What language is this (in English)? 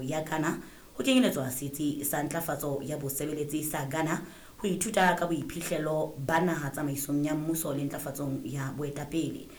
Southern Sotho